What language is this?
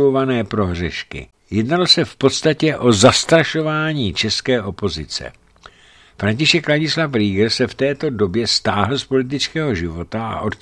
Czech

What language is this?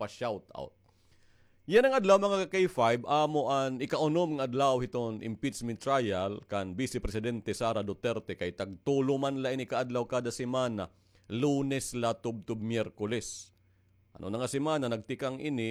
Waray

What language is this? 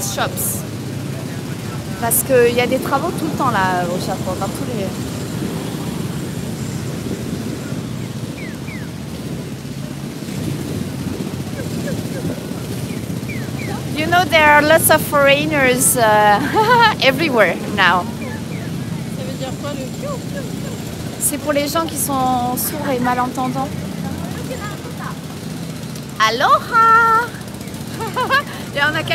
French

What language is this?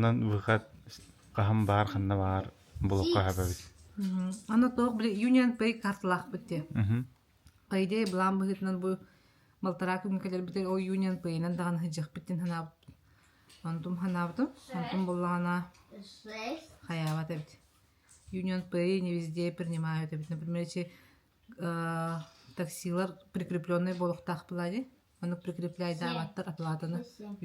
Yakut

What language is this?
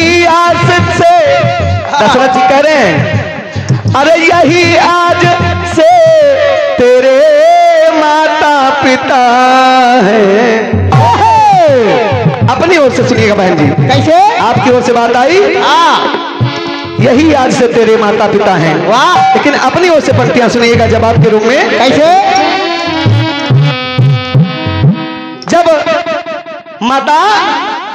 Hindi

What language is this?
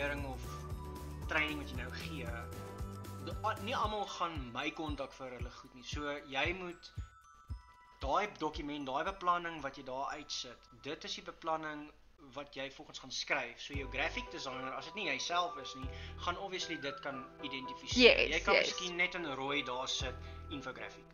Afrikaans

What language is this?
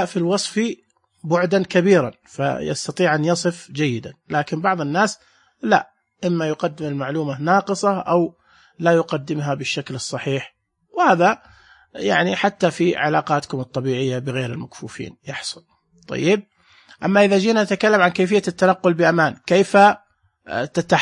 Najdi Arabic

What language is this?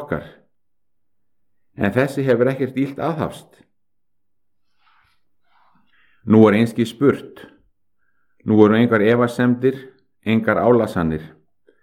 Icelandic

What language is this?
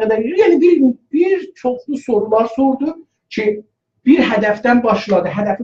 South Azerbaijani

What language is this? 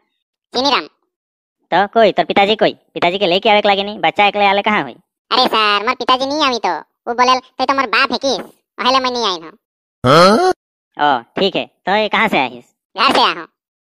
Sadri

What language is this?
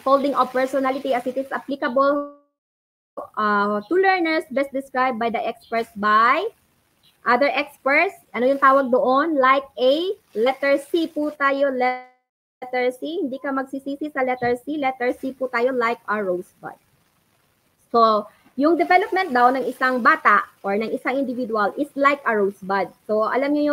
Filipino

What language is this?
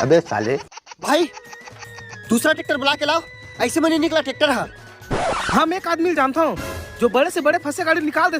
Chhattisgarhi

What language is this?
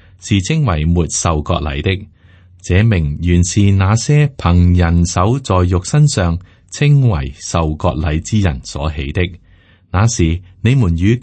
Cantonese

